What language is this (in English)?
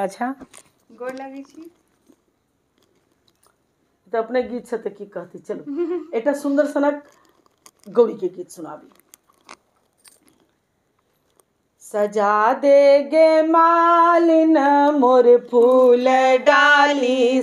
Maithili